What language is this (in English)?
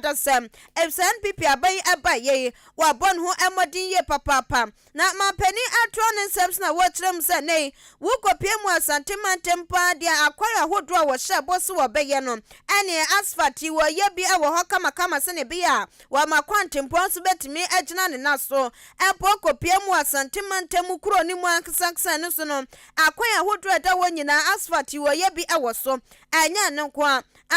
Akan